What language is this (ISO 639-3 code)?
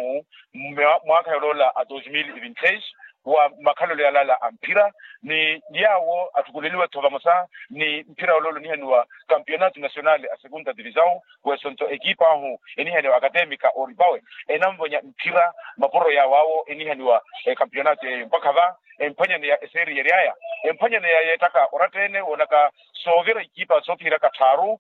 vmw